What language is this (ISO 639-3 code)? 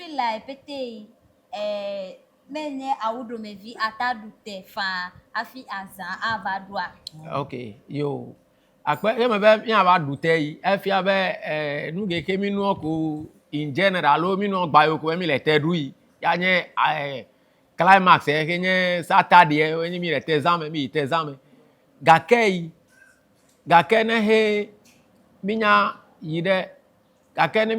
ewe